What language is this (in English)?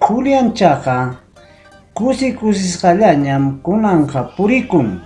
Ayacucho Quechua